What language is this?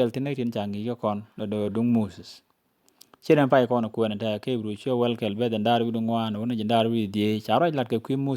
Nuer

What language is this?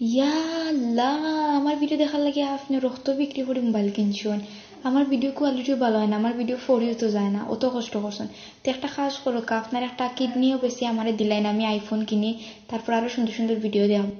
Sylheti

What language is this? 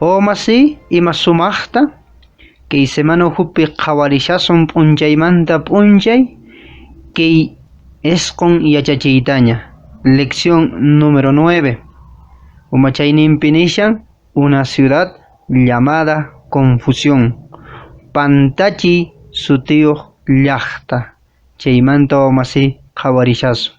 Quechua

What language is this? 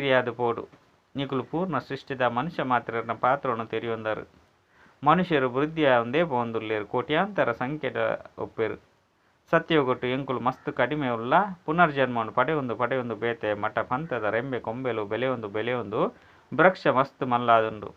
Tulu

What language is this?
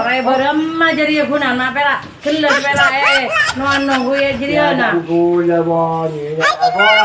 Madurese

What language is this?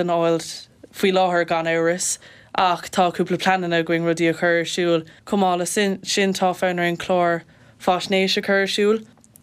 Irish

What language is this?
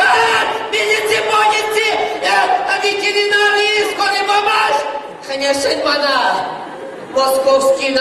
Chuvash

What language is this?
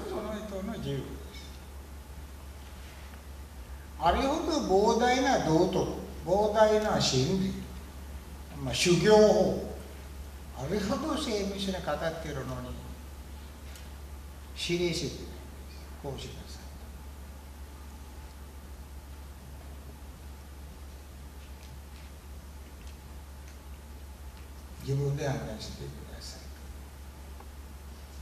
Japanese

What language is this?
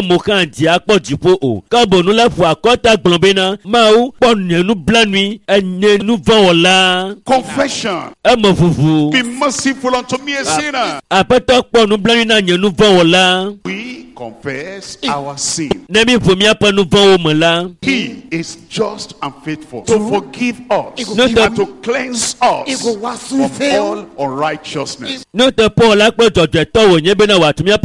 Ewe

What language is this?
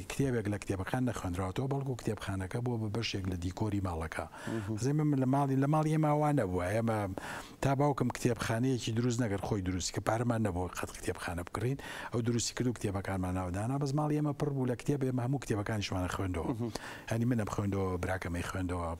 Central Kurdish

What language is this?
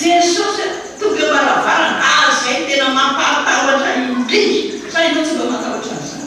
Malagasy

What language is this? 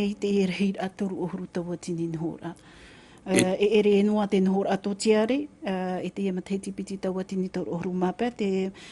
Tahitian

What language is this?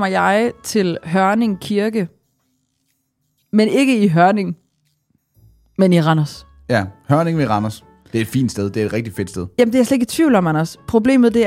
Danish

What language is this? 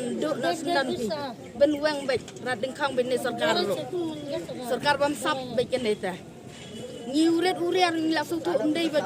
Khasi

